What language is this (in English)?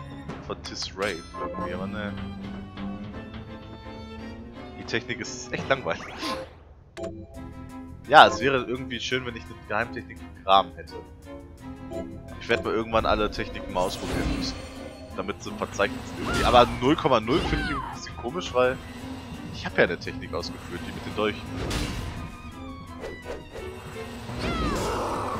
German